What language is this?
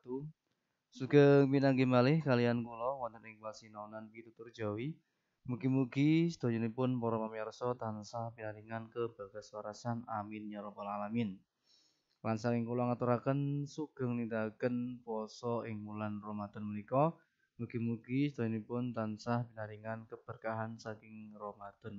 Javanese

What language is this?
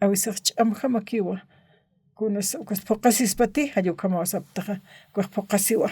Aymara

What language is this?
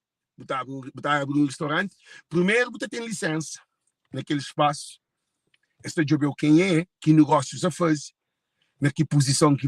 Kabuverdianu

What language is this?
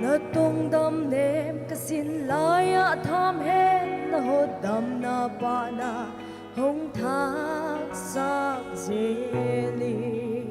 Paite Chin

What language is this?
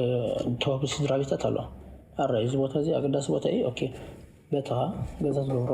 Tigrinya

